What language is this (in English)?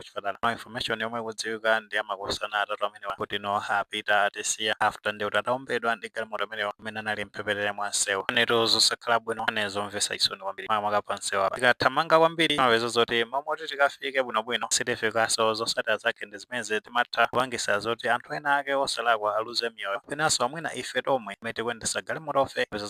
Nyanja